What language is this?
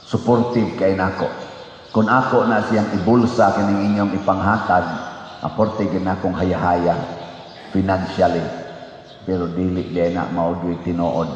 Cebuano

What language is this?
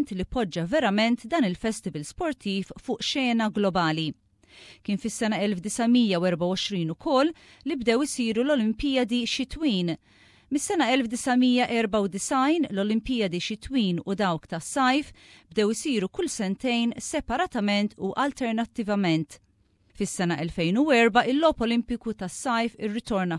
Maltese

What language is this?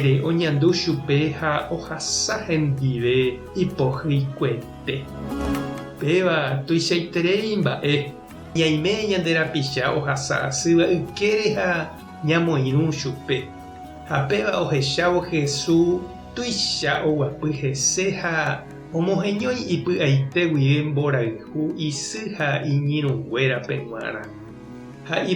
Guarani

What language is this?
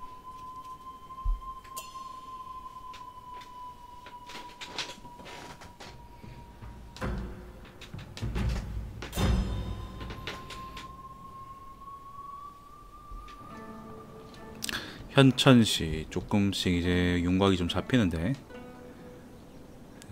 Korean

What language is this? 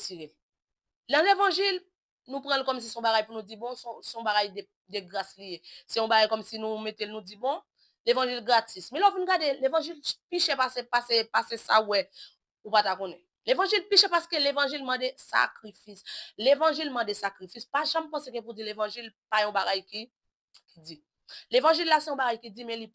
Haitian Creole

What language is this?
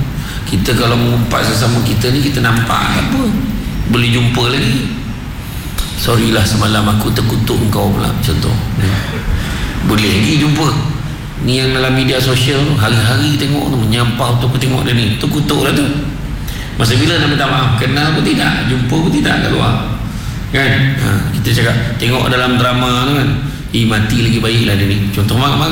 Malay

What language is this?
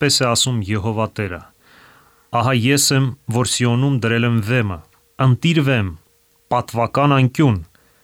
Armenian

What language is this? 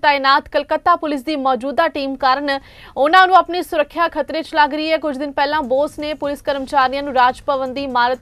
Punjabi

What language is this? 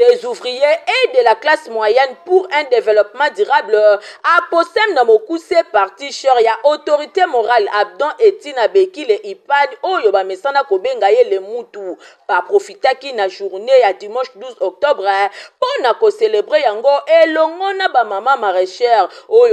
Lingala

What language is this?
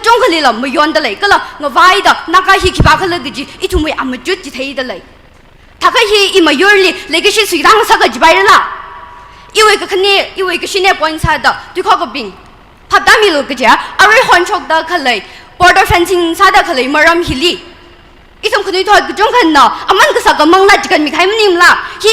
Tangkhul Naga (India)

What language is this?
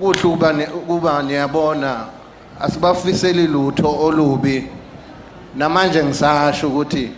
Zulu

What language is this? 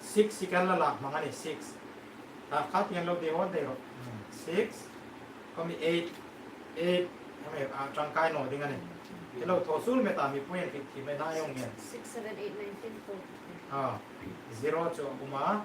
Hmar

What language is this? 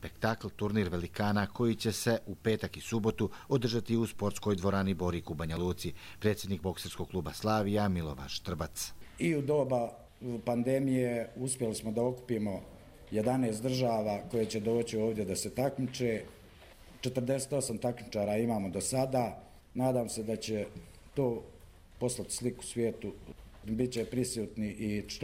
Bosnian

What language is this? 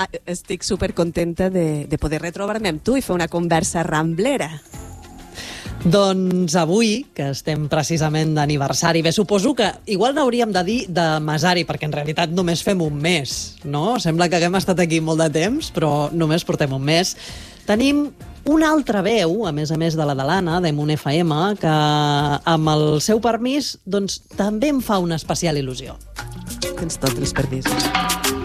Catalan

